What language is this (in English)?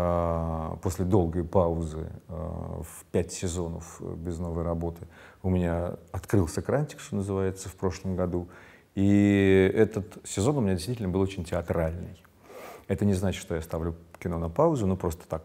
Russian